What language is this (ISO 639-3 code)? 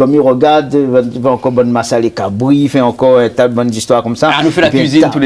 rcf